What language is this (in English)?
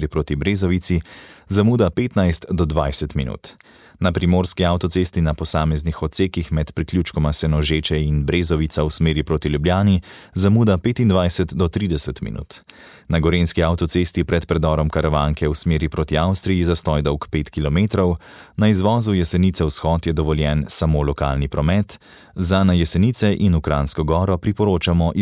Slovenian